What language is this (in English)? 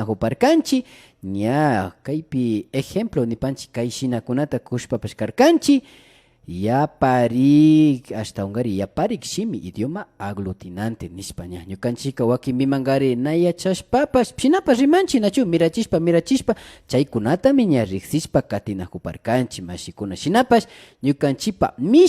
Imbabura Highland Quichua